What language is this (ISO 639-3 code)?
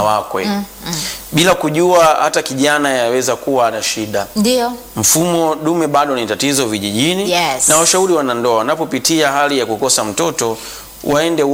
swa